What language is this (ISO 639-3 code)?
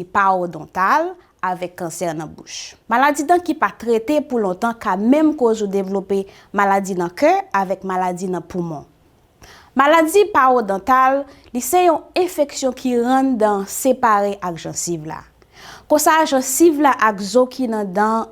hat